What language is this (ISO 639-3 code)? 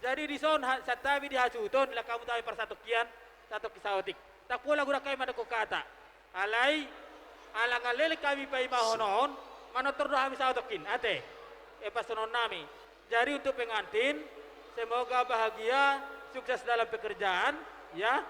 bbc